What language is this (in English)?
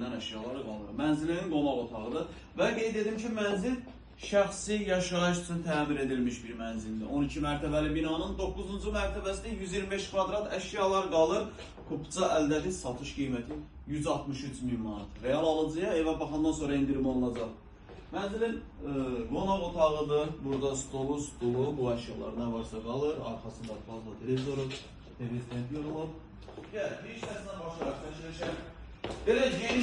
Azerbaijani